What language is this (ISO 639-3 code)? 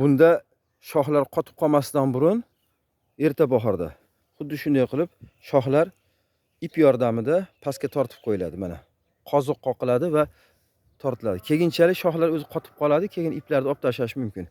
uzb